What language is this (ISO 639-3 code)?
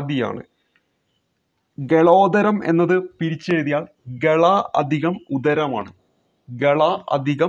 mal